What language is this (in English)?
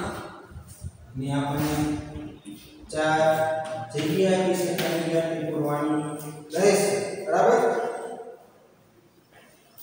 Gujarati